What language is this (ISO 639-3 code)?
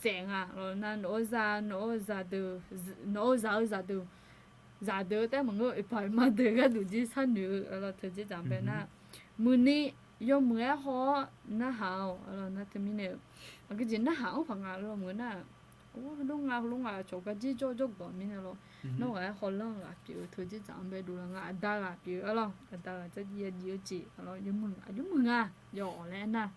ahk